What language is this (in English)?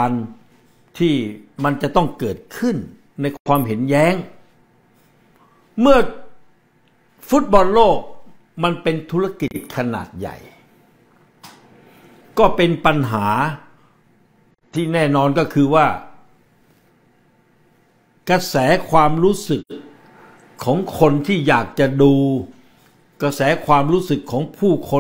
Thai